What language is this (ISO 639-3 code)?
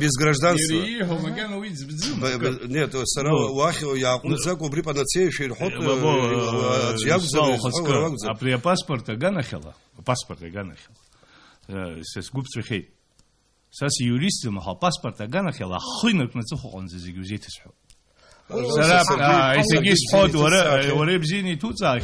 abk